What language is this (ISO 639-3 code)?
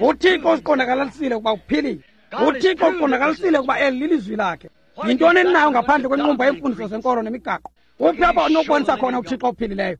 xho